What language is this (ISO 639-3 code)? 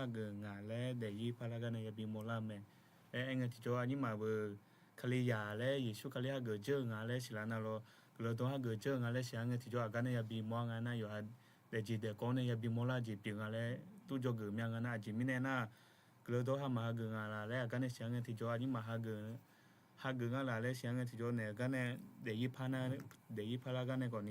ahk